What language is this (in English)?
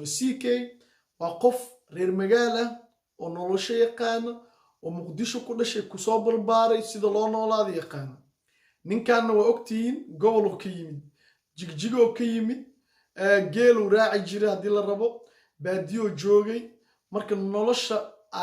Somali